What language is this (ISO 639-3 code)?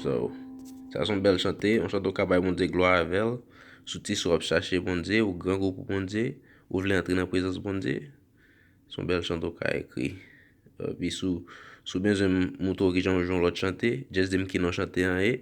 hat